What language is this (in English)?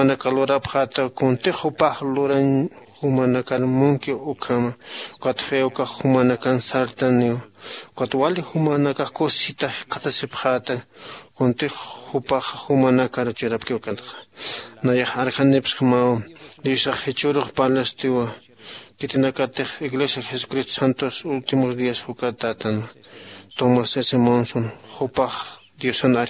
Aymara